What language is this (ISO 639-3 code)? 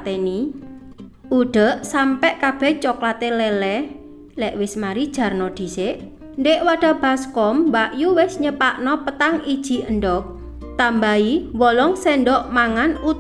jav